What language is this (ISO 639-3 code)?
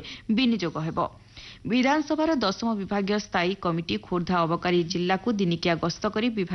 ori